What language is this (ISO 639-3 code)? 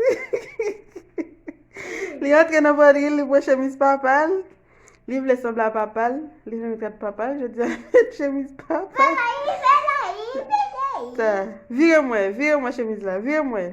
hat